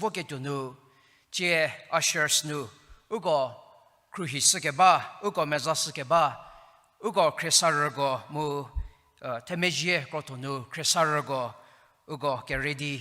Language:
Angami Naga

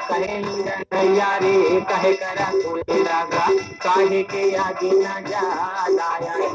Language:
Chhattisgarhi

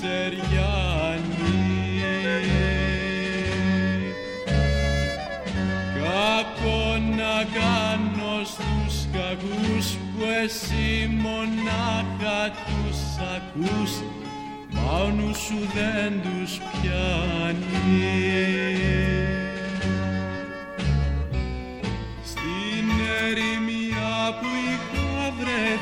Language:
Greek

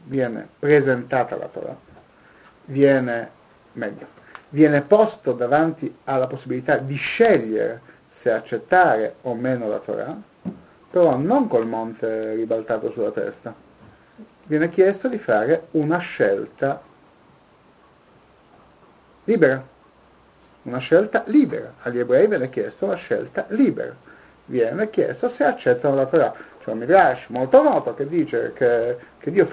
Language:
Italian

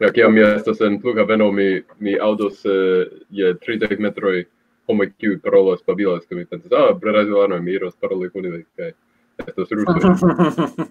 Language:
Esperanto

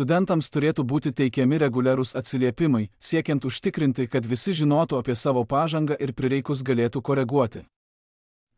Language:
Lithuanian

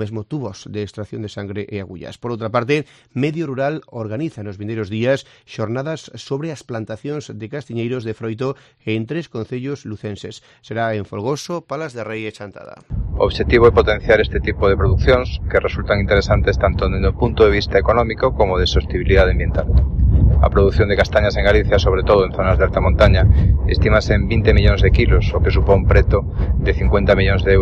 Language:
Galician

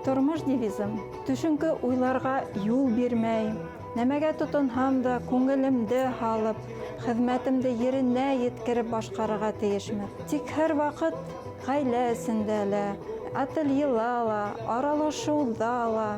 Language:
Bashkir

